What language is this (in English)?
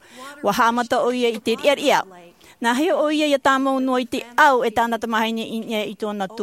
Tahitian